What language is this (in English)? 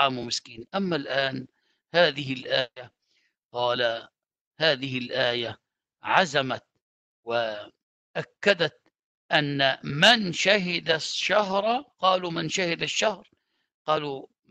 Arabic